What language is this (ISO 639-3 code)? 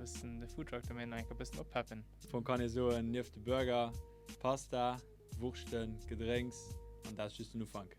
ltz